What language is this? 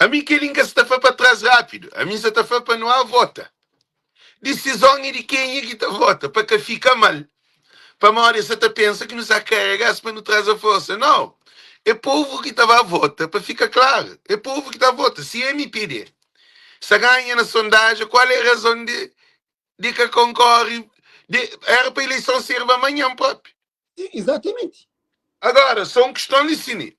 Kabuverdianu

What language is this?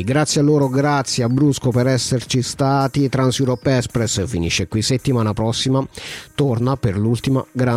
Italian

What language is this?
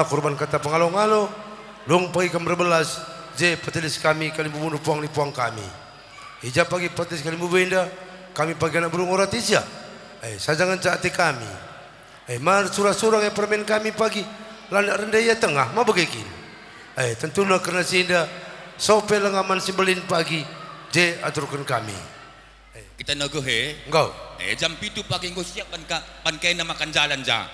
Batak Karo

